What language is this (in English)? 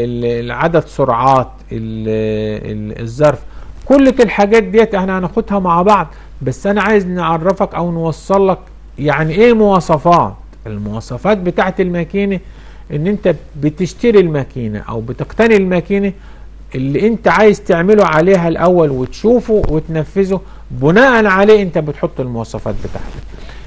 Egyptian Arabic